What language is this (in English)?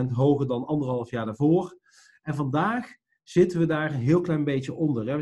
Dutch